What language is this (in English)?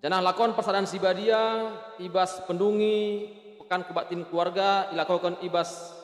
Batak Karo